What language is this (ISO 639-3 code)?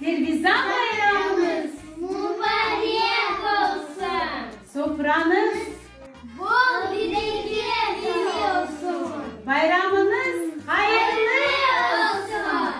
crh